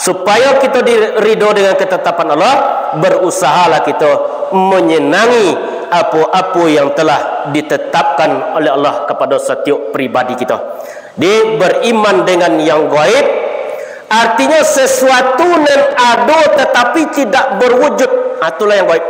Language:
Minangkabau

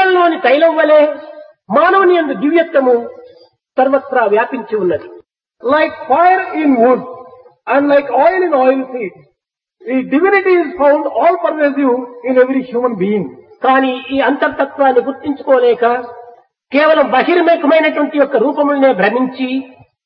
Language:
Telugu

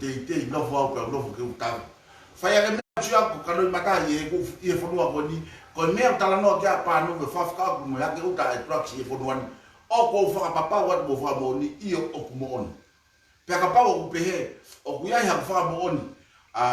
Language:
Tongan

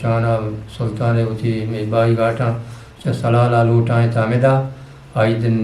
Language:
Eastern Balochi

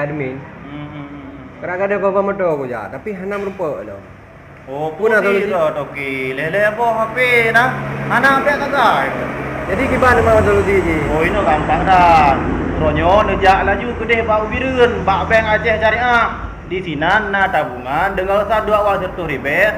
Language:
Achinese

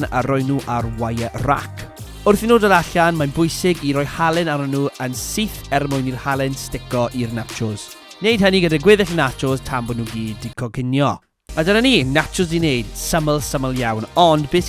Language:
Welsh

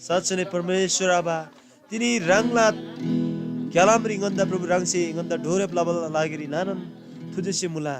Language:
Eastern Tamang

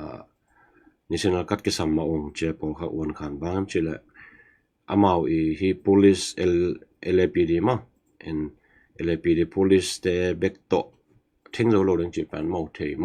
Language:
Tedim Chin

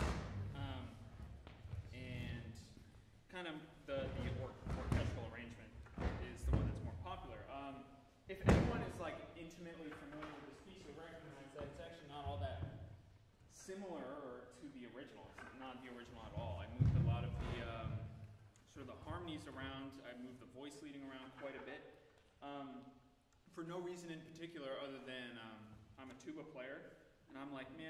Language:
English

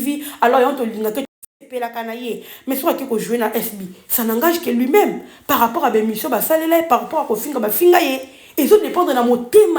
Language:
Lingala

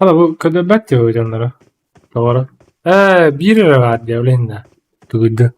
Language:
Yakut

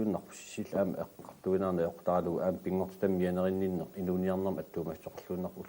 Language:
Kalaallisut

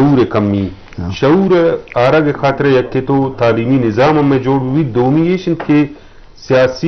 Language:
Eastern Balochi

